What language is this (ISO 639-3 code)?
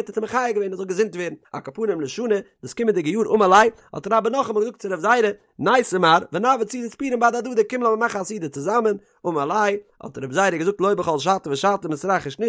yid